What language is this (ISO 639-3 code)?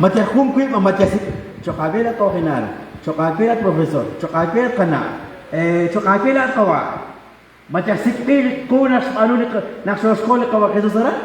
kek